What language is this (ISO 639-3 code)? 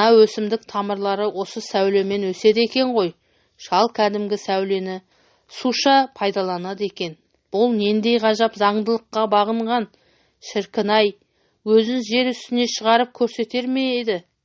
kaz